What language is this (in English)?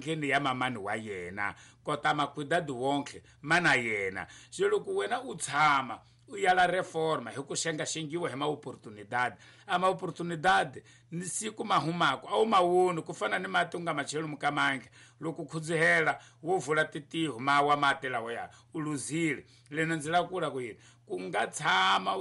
Tsonga